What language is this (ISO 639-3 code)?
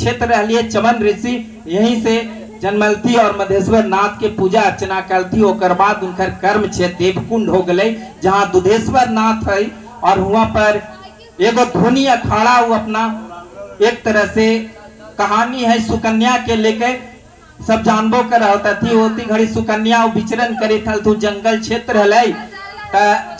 mag